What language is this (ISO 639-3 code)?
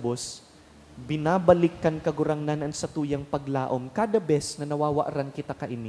bik